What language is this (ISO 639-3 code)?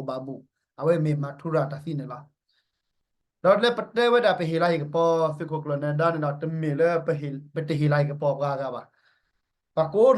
ksw